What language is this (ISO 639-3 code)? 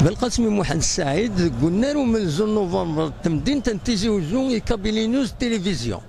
kab